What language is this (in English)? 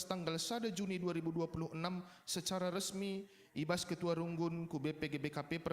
Batak Karo